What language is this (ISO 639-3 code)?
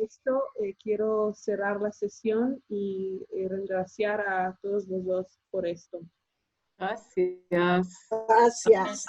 lad